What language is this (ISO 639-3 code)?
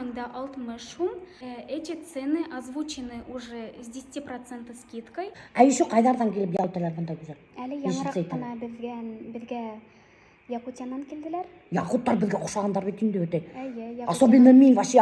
bak